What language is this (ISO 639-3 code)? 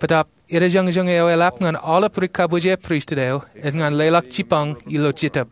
mah